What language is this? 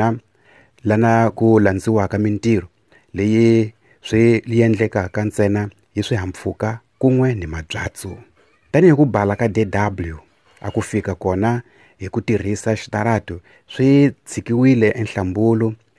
Tsonga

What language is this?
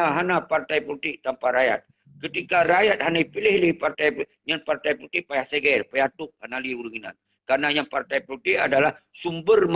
Achinese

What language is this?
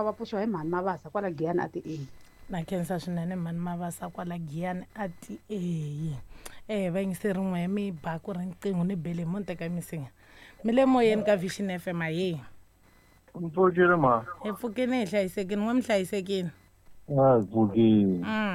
Tsonga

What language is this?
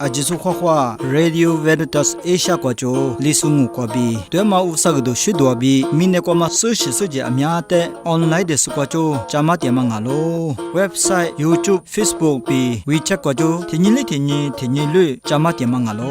Lisu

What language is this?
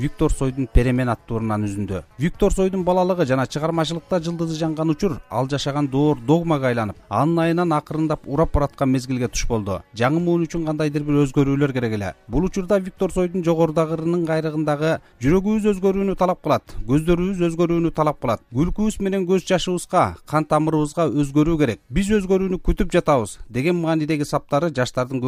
Kyrgyz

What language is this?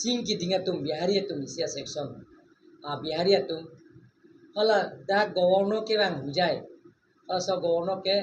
Karbi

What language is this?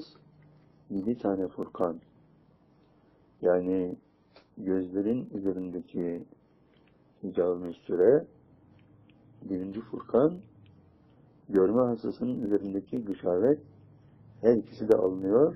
Turkish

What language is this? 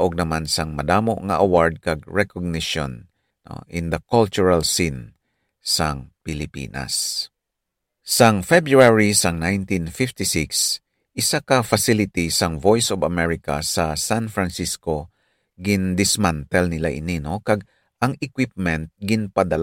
Hiligaynon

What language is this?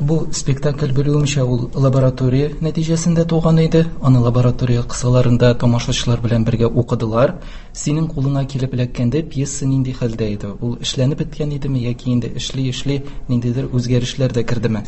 Tatar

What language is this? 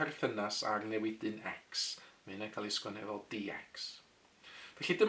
Welsh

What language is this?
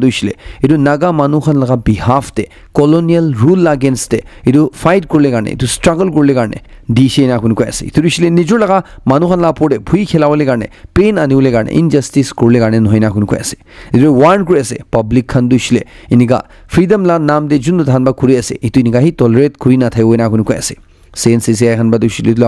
Naga Pidgin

